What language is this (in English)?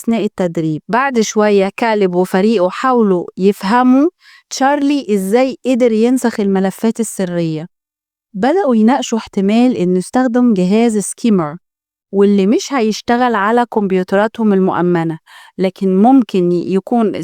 Egyptian Arabic